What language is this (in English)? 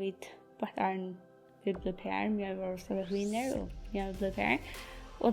Faroese